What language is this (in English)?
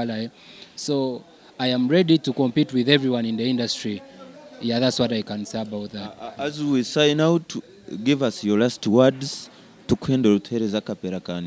Nyankole